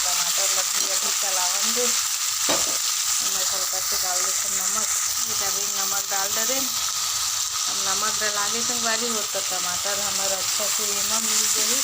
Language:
Chhattisgarhi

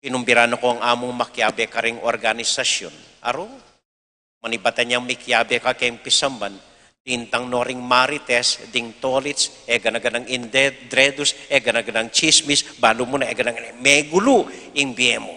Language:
Pampanga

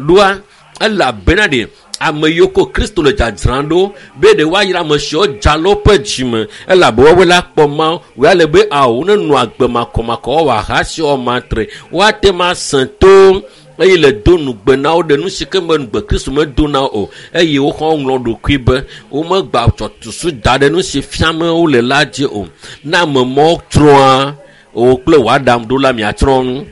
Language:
Ewe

